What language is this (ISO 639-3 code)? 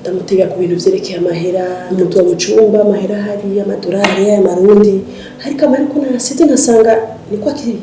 run